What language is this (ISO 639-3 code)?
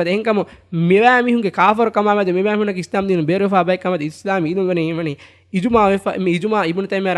div